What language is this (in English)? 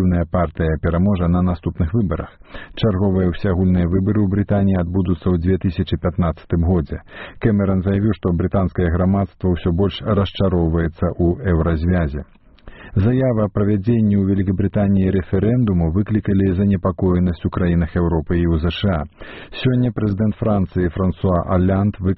Belarusian